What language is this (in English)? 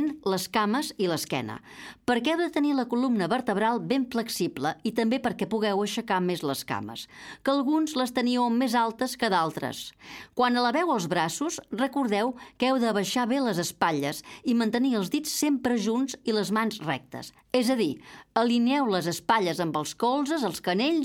Catalan